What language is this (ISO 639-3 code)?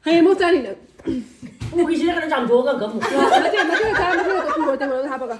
mni